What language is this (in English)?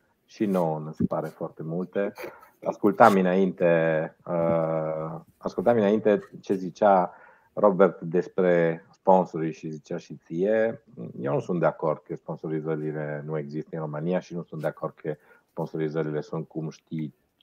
Romanian